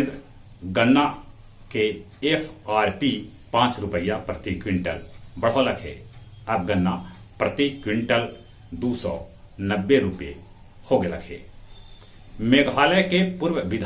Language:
Magahi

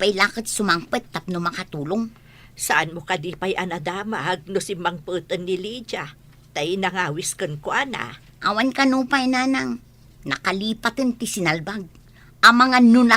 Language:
Iloko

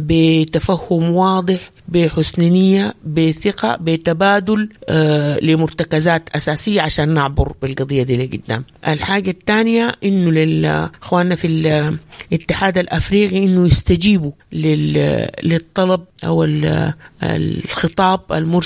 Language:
Sudanese Arabic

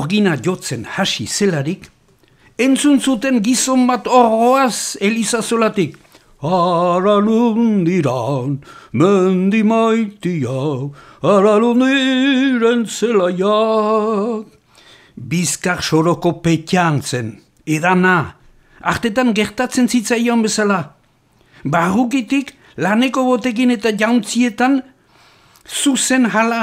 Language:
Basque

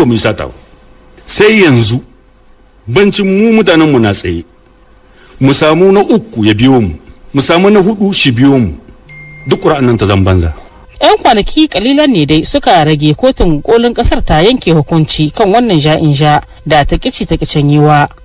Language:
Hausa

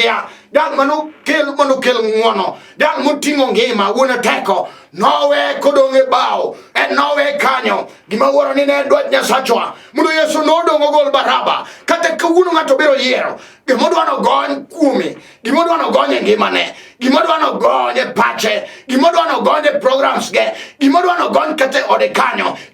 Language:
Luo (Kenya and Tanzania)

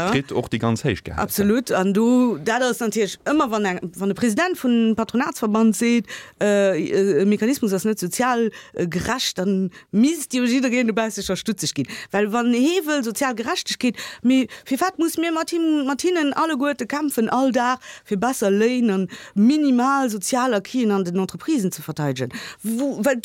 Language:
Luxembourgish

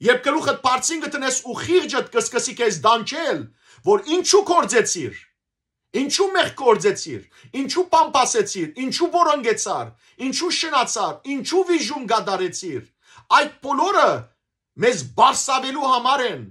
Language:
Western Armenian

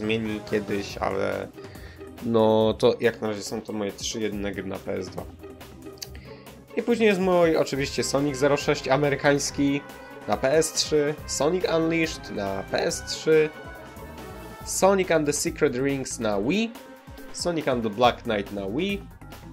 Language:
Polish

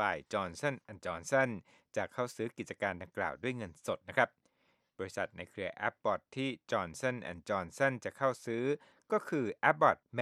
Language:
Thai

